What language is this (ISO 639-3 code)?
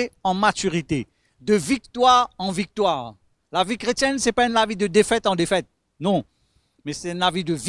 mfe